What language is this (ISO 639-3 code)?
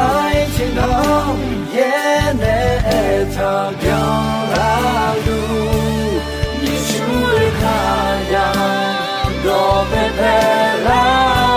ahk